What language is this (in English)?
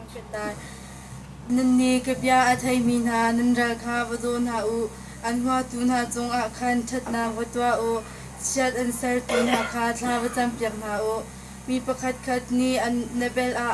Hakha Chin